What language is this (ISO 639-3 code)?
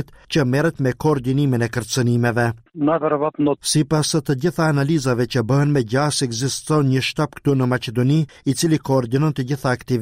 sqi